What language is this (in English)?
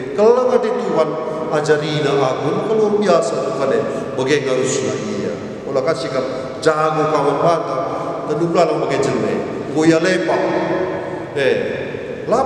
Batak Karo